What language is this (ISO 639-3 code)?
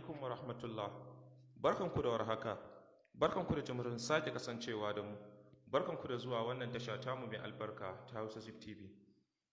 hau